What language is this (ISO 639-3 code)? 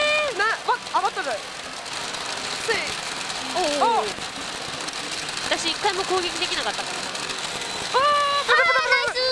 jpn